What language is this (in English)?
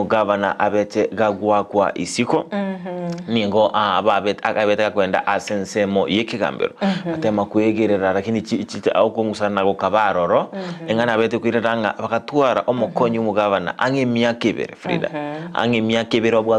Gusii